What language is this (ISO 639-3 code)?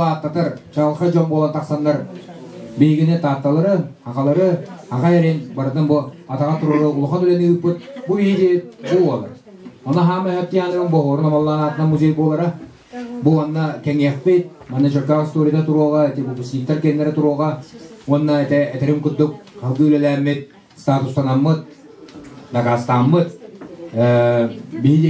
sah